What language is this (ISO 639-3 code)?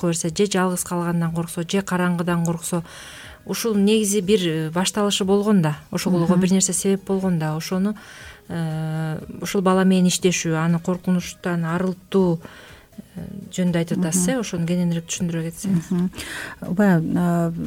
kir